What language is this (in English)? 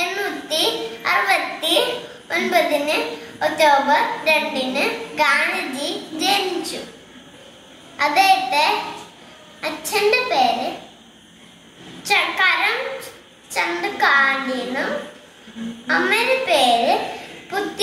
Malayalam